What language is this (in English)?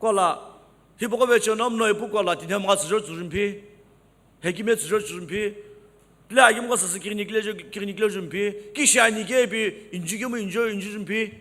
Sumi Naga